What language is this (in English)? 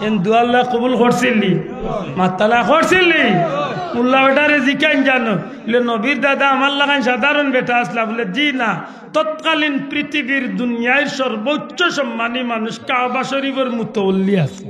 Sylheti